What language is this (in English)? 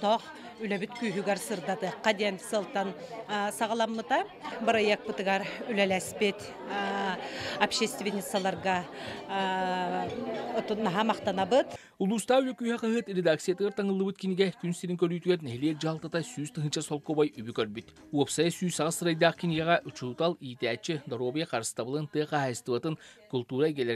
Yakut